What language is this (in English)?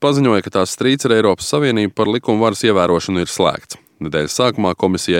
Latvian